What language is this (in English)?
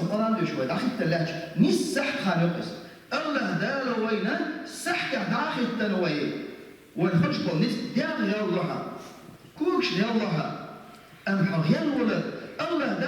Chechen